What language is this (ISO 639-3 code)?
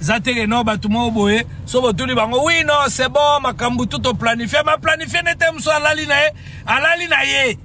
lin